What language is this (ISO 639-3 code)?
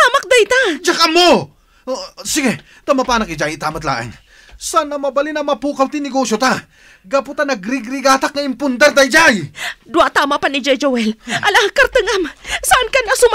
ilo